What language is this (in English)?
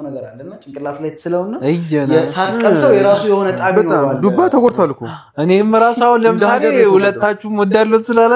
Amharic